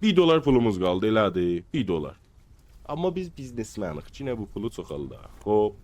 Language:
South Azerbaijani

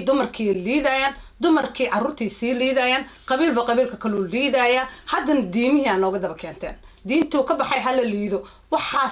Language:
Somali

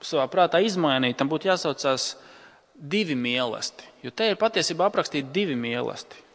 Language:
Latvian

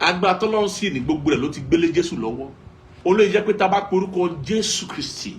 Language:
Yoruba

